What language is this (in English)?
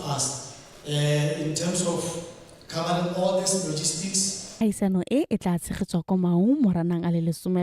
Tswana